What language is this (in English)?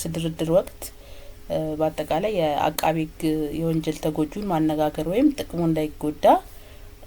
Amharic